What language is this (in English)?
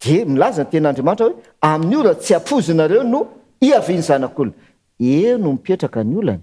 Malagasy